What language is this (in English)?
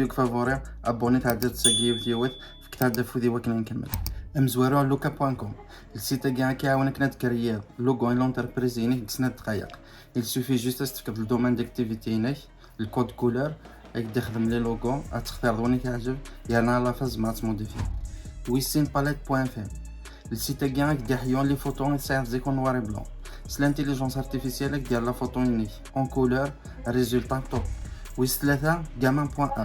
Kabyle